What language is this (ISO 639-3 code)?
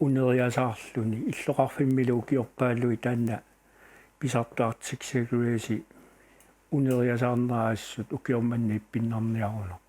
kal